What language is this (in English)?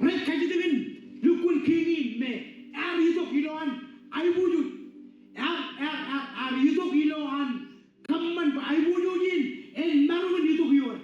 Marshallese